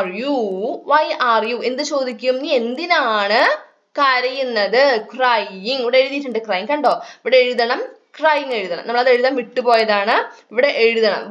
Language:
Malayalam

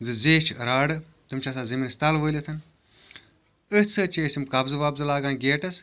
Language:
Kashmiri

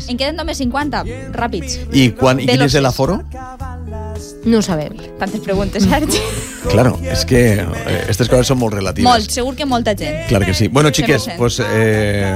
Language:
Catalan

